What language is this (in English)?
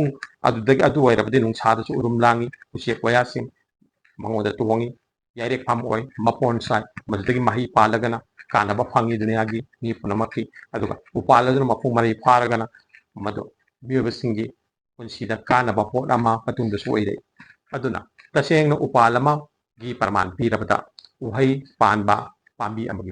Manipuri